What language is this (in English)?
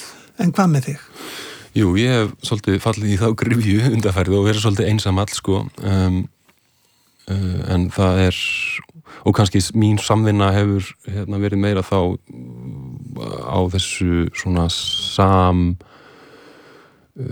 Icelandic